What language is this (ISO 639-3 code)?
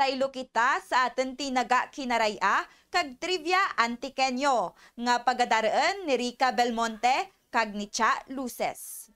krj